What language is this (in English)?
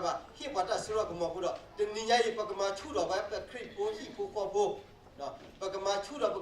S'gaw Karen